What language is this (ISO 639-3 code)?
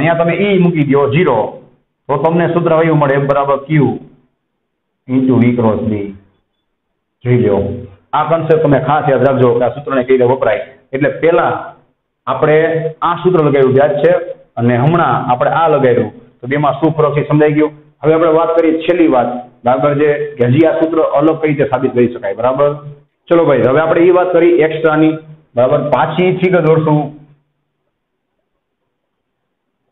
guj